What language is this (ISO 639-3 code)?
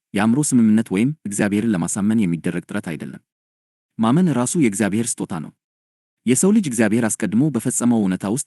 amh